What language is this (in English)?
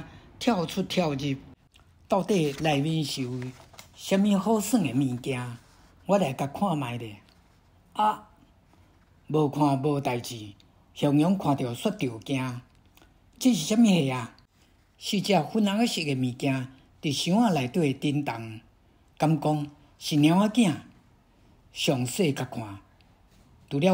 Min Nan Chinese